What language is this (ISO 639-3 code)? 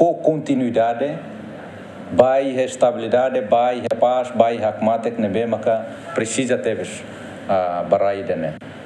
tet